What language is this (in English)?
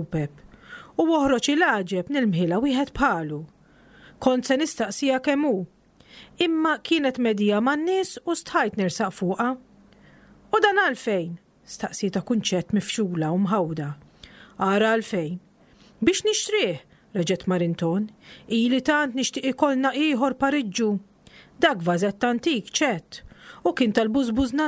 Maltese